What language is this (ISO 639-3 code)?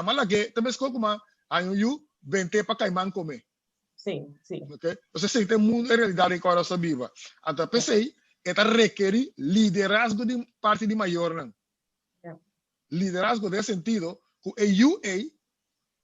pap